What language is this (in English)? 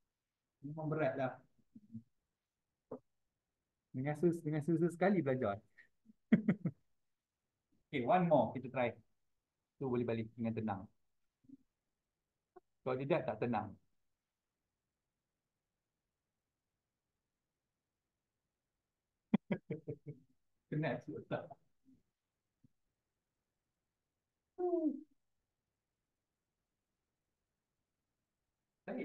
Malay